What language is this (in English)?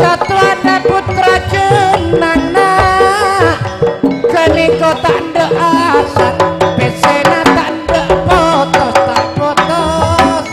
Madurese